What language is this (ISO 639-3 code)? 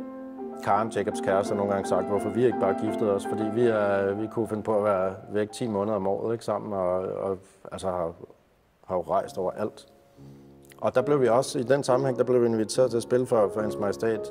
dan